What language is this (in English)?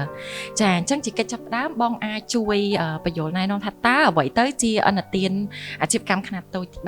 Khmer